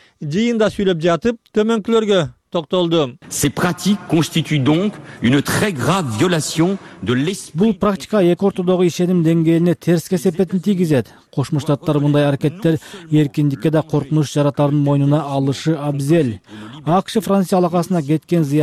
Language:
Kyrgyz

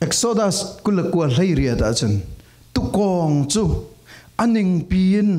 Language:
Falam Chin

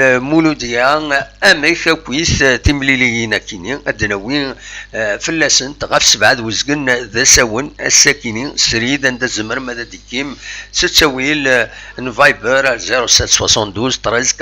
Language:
Kabyle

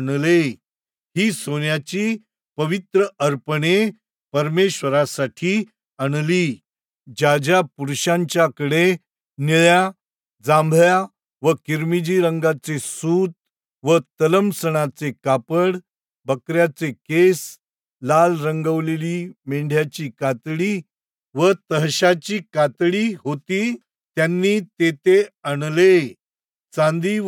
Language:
Marathi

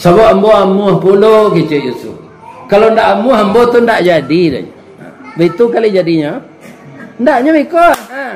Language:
Minangkabau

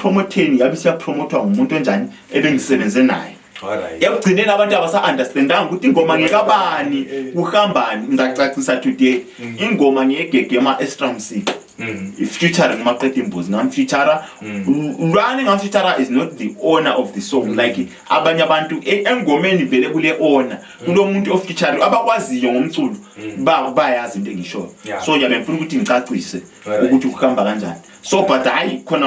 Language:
North Ndebele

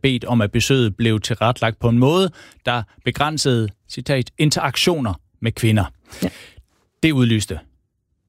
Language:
Danish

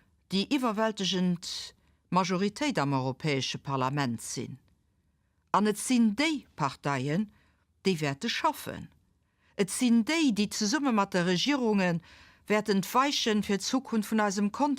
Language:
Luxembourgish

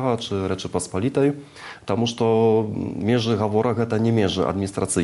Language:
Belarusian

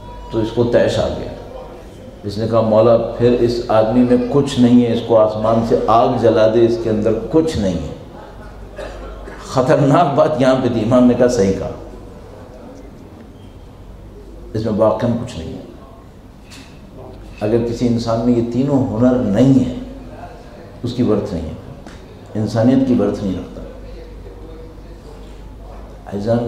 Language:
Urdu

